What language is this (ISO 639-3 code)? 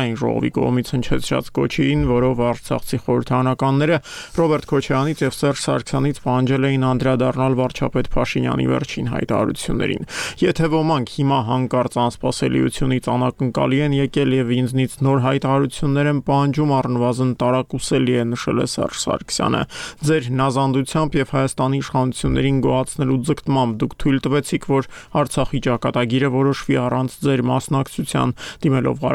hye